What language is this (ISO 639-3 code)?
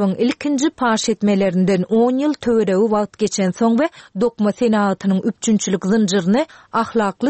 tuk